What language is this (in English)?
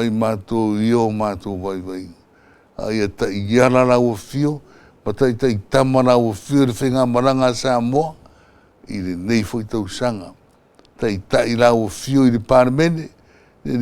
Samoan